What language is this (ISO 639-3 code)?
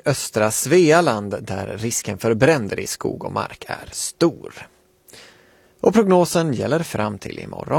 swe